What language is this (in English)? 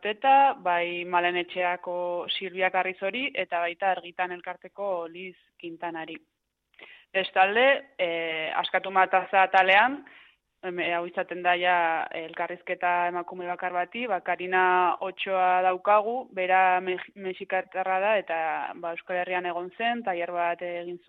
Basque